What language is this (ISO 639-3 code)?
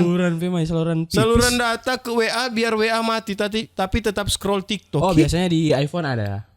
xmm